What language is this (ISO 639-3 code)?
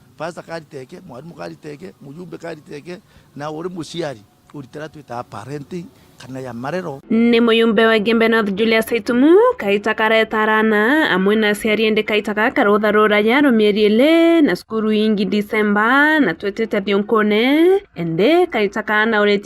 mer